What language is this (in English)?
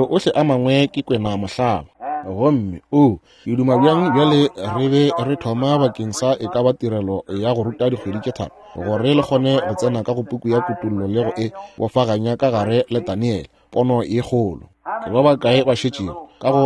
Northern Sotho